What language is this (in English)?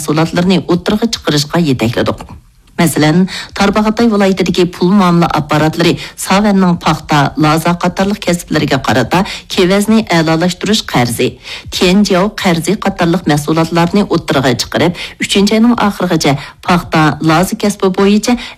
Uyghur